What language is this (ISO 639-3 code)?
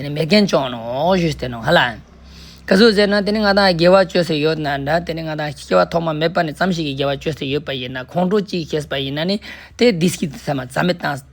lbj